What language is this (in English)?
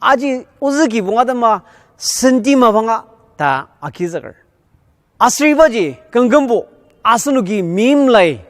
Ao Naga